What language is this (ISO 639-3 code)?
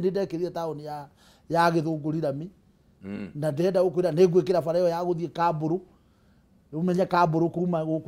kik